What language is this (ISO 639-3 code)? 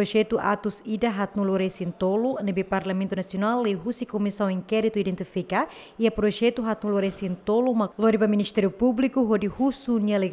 tet